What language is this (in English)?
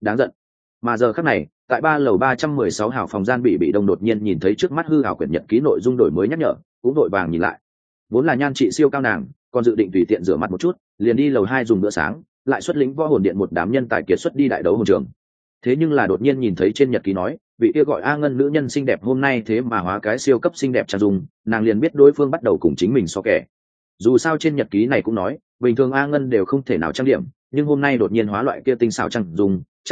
Vietnamese